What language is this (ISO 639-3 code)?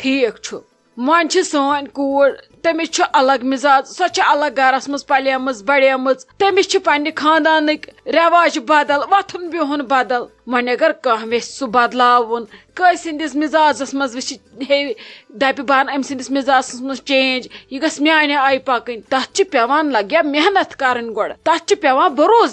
kas